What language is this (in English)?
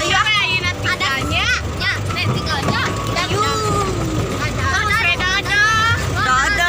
Sundanese